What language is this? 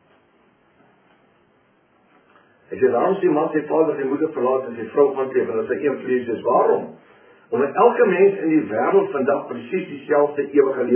Afrikaans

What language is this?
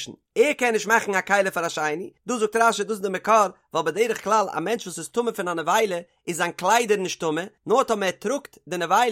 Yiddish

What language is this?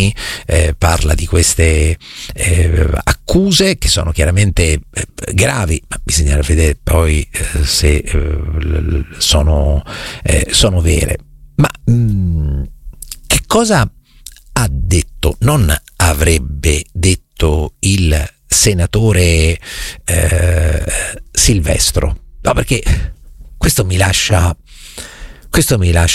Italian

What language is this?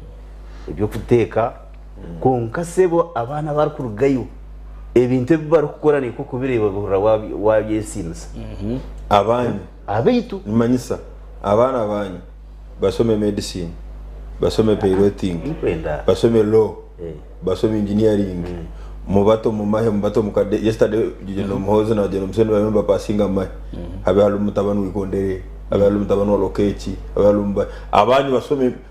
Nyankole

